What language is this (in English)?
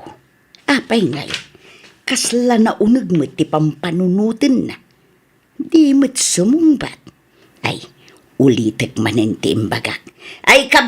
Iloko